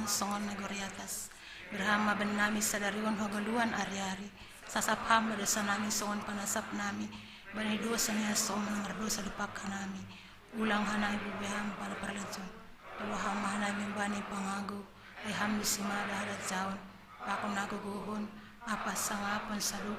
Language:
Batak Simalungun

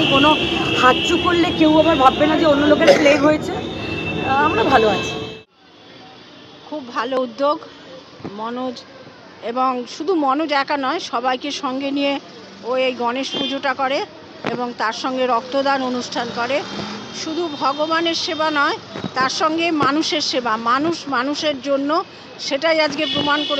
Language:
Bangla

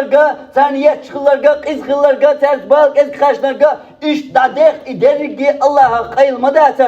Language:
Chechen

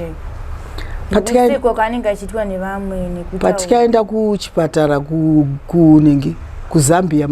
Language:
Shona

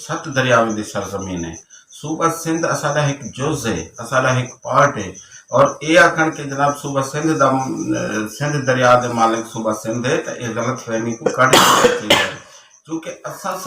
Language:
Saraiki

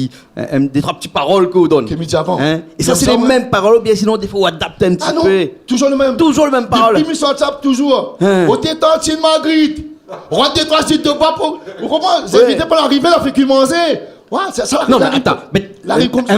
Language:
Réunion Creole French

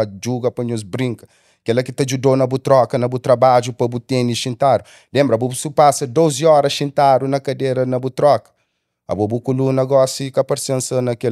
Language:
Kabuverdianu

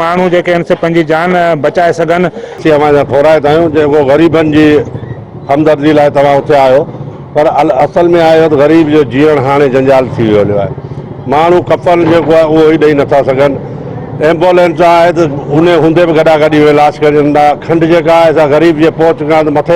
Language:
Sindhi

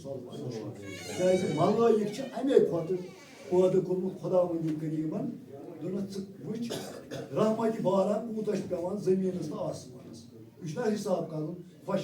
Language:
Kashmiri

